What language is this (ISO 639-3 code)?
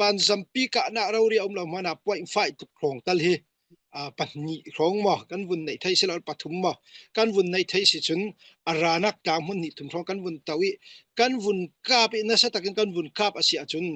cfm